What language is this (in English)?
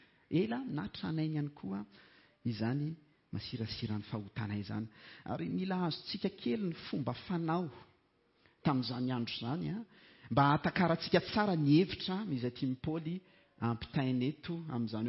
Malagasy